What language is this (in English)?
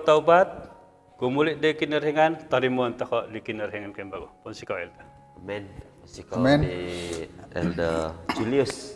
Central Dusun